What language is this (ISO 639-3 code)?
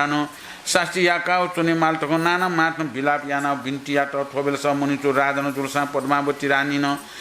new